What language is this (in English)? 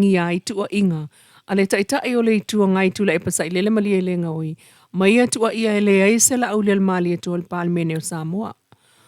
Samoan